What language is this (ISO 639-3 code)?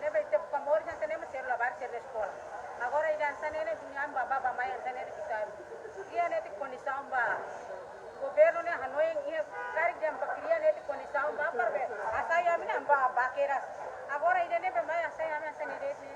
tet